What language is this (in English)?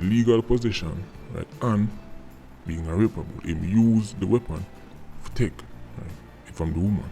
Jamaican Creole English